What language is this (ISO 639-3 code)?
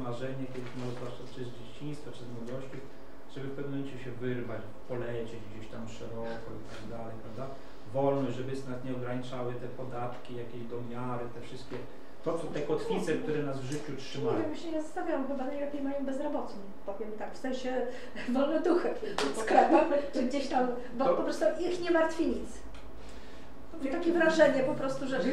pol